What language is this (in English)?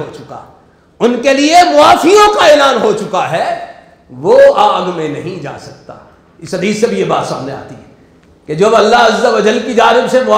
Urdu